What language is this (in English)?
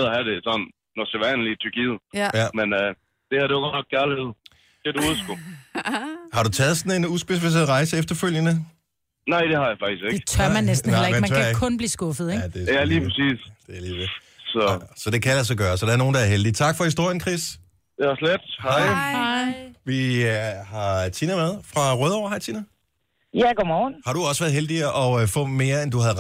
Danish